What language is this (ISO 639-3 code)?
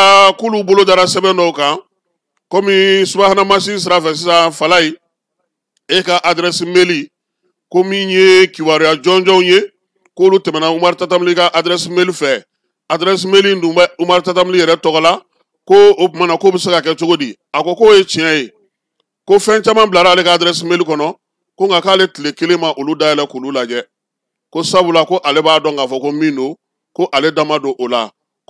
bam